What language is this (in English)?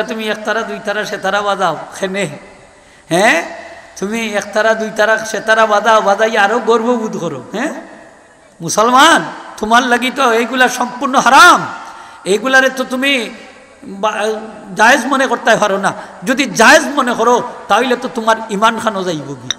Sylheti